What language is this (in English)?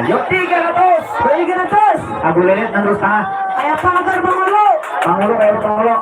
Banjar